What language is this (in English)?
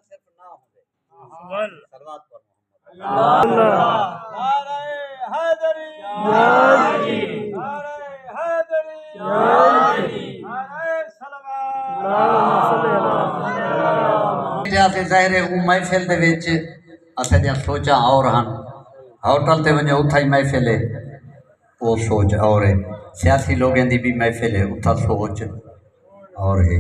Saraiki